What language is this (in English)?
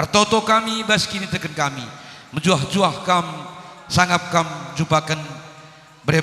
Batak Karo